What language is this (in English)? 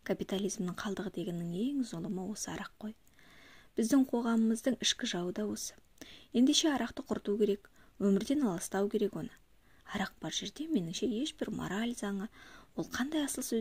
Kazakh